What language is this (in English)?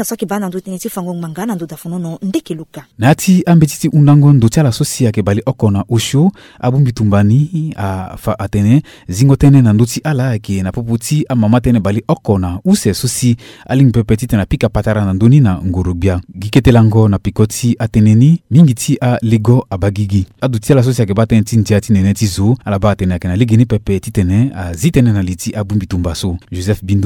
Sango